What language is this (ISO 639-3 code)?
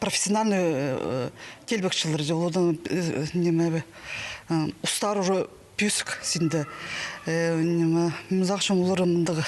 kjh